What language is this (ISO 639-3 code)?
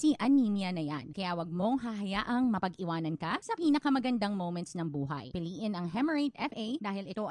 fil